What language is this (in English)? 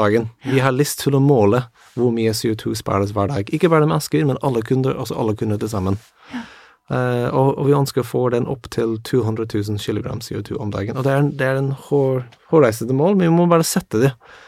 Norwegian